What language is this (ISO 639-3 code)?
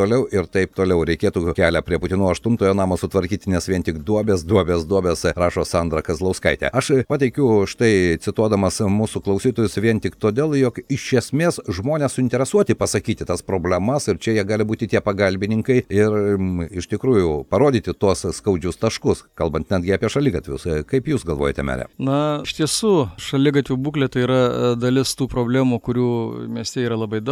lit